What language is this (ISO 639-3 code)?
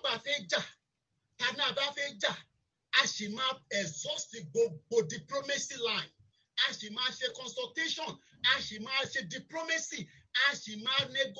yor